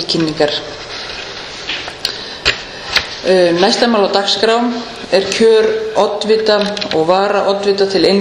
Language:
Icelandic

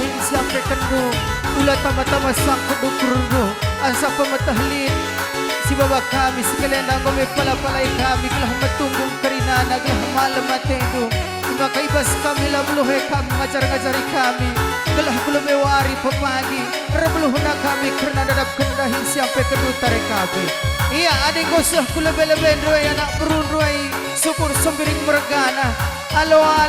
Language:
Batak Karo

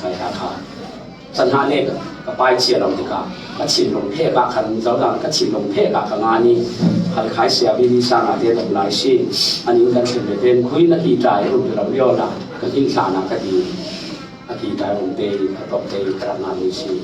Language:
Falam Chin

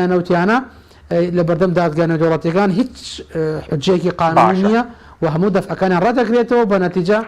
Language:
Central Kurdish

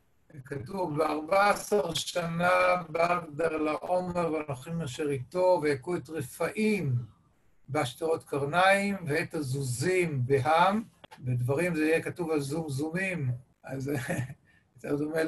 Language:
Hebrew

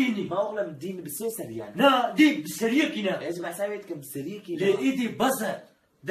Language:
Kurdish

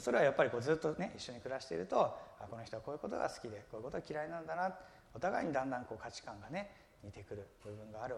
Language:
Japanese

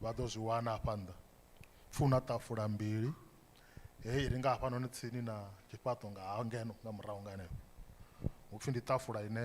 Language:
Venda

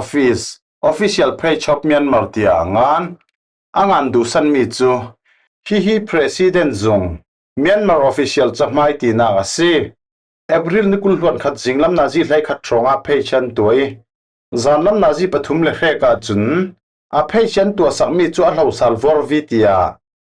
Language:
Falam Chin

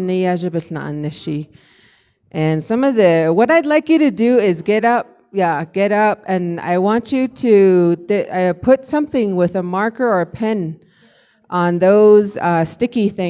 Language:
Navajo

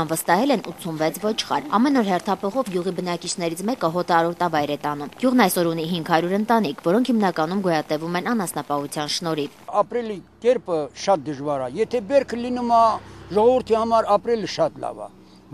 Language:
Armenian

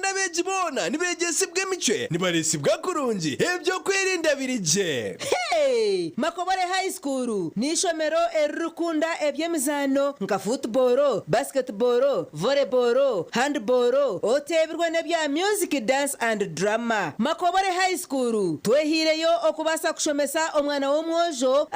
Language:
Nyankole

